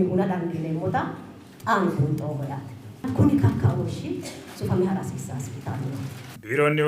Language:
Sidamo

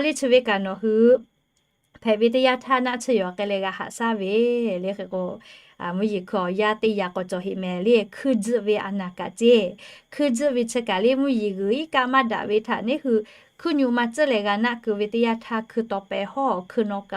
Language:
Lahu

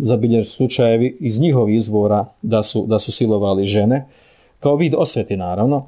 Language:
Bosnian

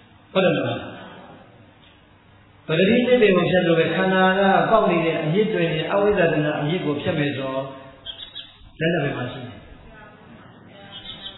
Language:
Burmese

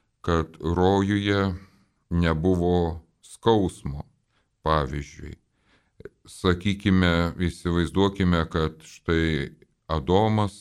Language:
Lithuanian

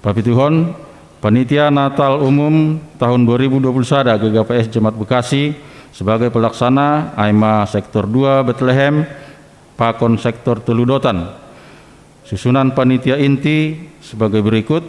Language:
Batak Simalungun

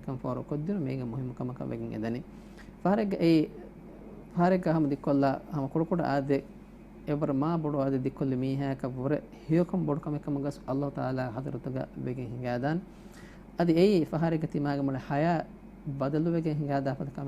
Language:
Divehi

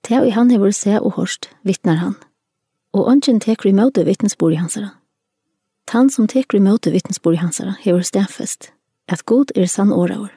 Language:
Faroese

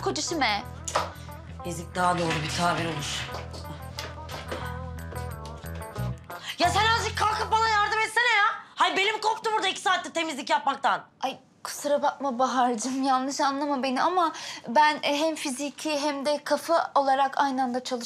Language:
Turkish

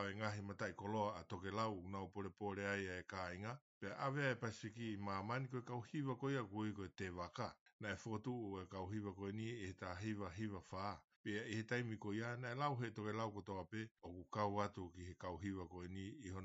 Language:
Tongan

